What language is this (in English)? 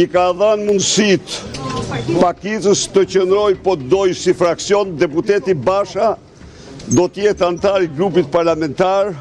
Albanian